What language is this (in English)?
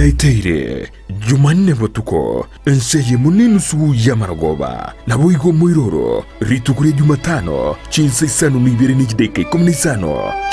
Gusii